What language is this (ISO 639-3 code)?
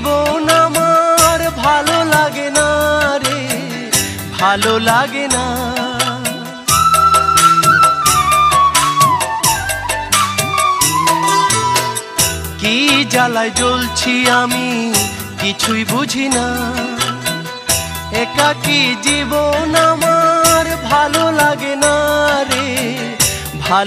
ben